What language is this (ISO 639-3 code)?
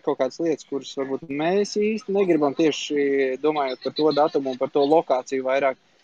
lav